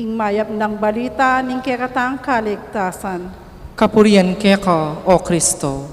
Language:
Pampanga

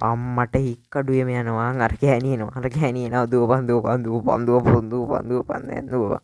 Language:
Sinhala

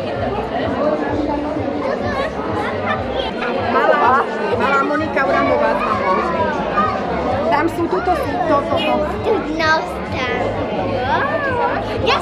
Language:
Slovak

